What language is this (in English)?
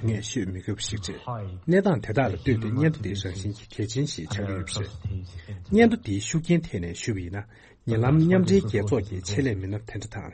Tibetan